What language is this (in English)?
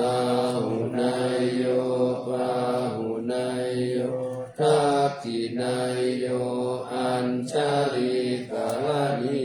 Pali